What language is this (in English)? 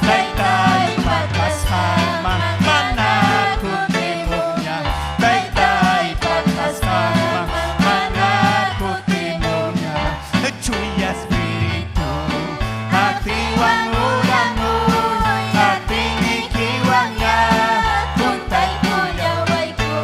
Ayacucho Quechua